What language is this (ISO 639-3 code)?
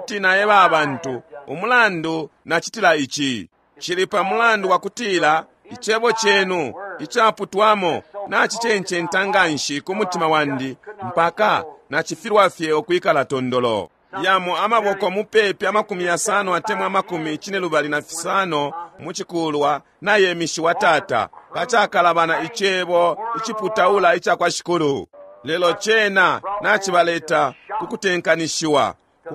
bem